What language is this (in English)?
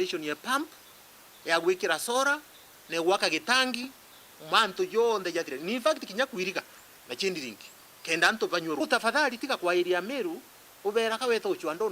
Meru